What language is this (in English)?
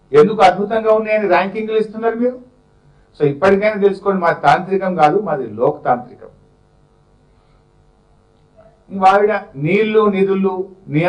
Telugu